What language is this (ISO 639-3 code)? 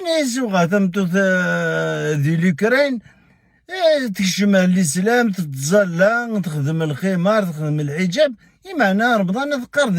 kab